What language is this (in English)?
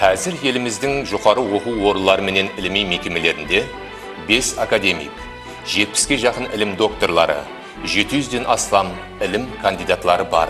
Kara-Kalpak